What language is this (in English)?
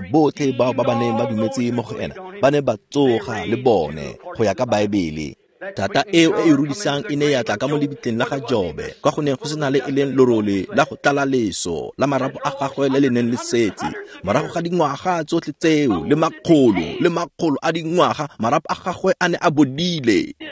Tswana